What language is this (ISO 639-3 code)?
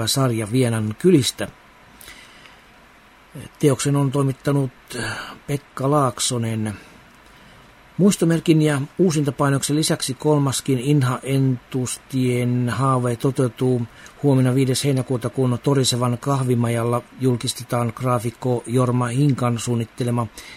fin